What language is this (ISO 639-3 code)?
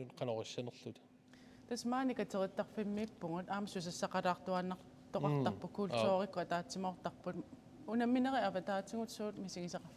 kal